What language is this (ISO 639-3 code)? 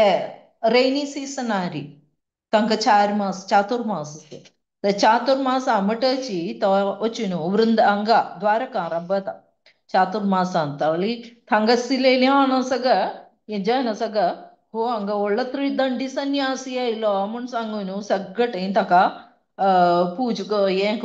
kok